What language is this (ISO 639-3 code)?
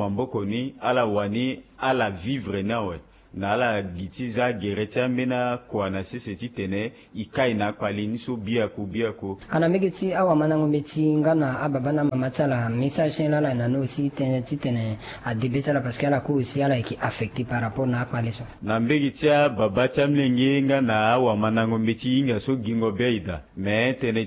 sag